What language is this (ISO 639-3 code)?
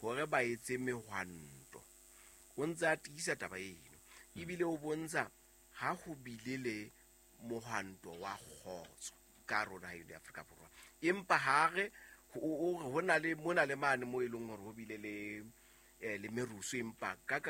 sot